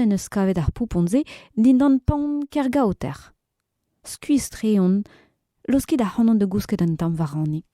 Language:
Breton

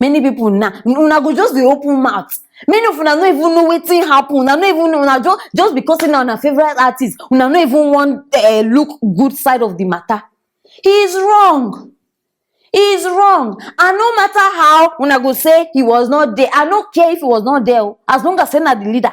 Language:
Nigerian Pidgin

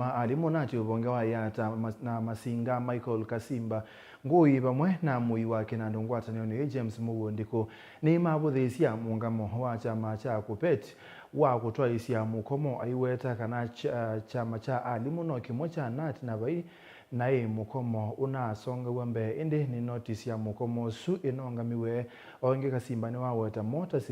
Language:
Kamba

